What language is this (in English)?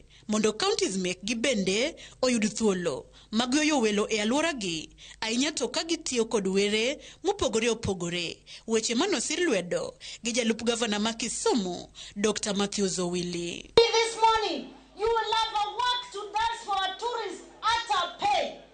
Luo (Kenya and Tanzania)